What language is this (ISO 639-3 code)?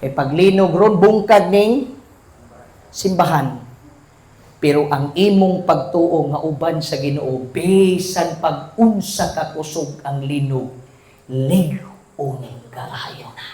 ceb